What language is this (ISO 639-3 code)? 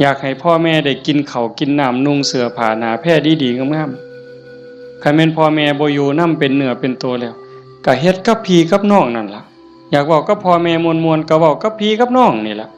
tts